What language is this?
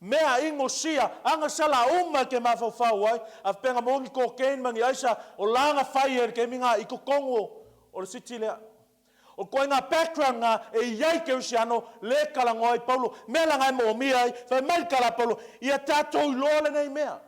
Samoan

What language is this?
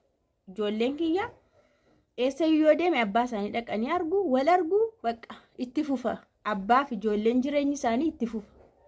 Oromo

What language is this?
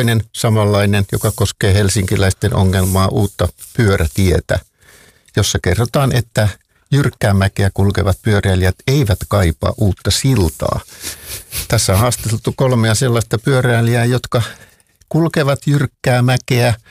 Finnish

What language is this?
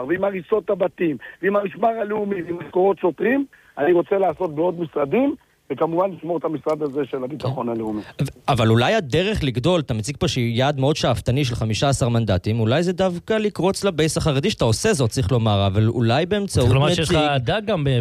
Hebrew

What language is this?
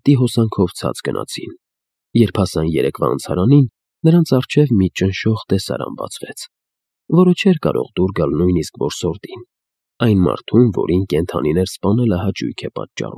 Armenian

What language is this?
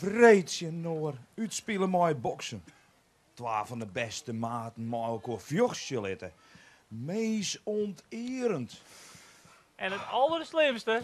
Western Frisian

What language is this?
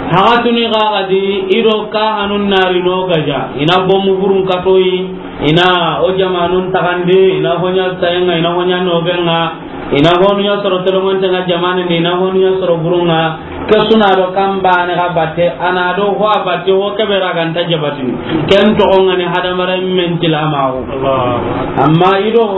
Soninke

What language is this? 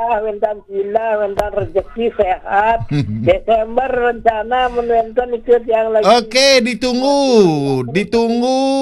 Balinese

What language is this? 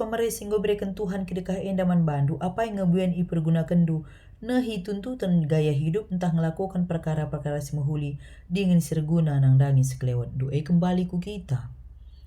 Batak Karo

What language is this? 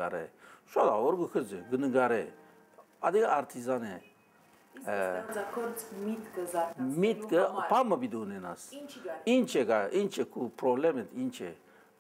Western Armenian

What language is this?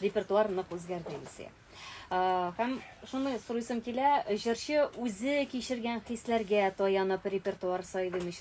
Tatar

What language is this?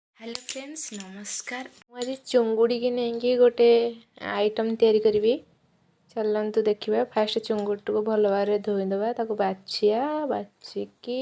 Odia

